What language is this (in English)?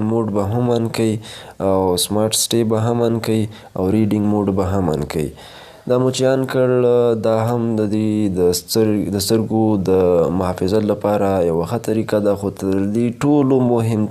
Pashto